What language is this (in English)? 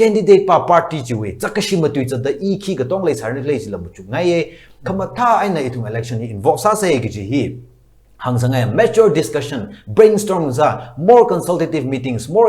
Tangkhul Naga (India)